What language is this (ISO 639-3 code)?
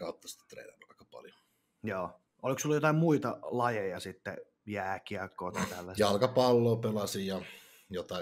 fin